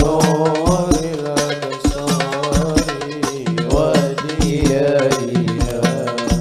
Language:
Madurese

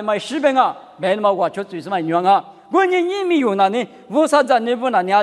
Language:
Lisu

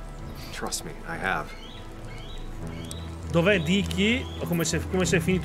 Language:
Italian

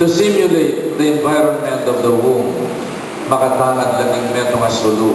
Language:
Pampanga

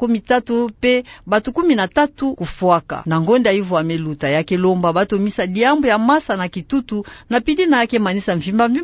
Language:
Kituba (Democratic Republic of Congo)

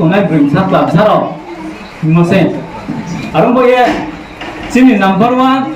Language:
Riang (India)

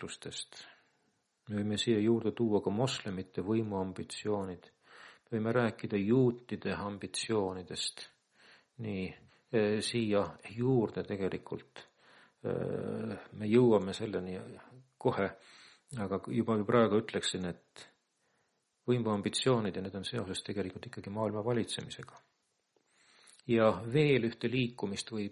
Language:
Estonian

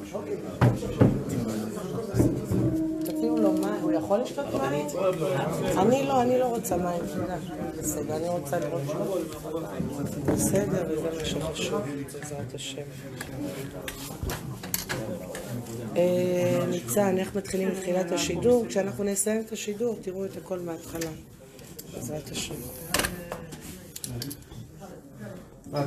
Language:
Hebrew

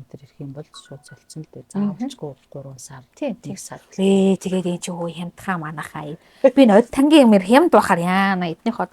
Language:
Mongolian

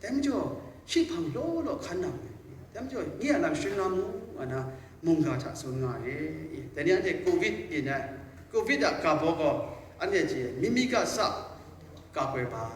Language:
Kachin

